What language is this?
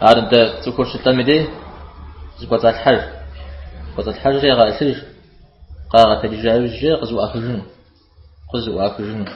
Kabardian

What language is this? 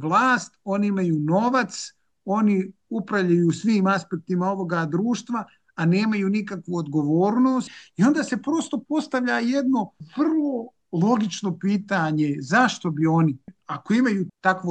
Bosnian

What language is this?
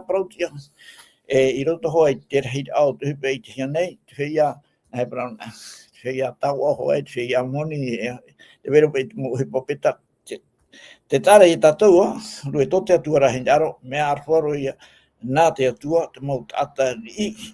Tahitian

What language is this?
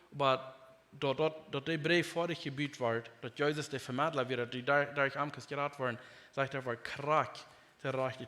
Plautdietsch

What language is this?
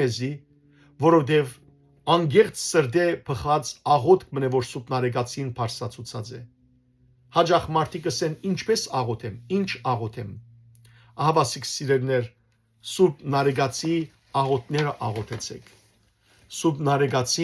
Western Armenian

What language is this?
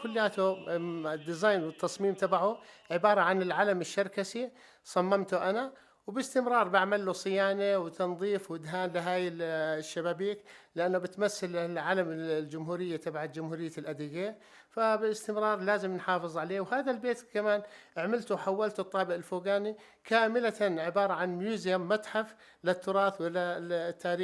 North Levantine Arabic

